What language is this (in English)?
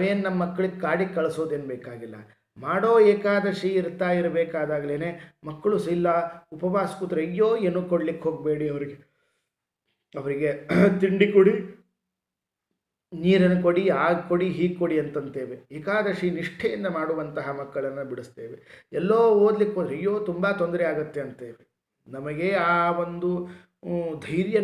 Kannada